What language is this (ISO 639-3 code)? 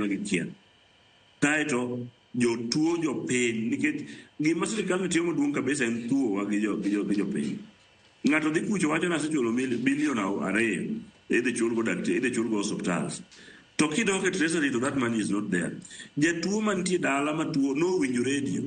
luo